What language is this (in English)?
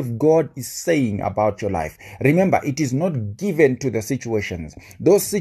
English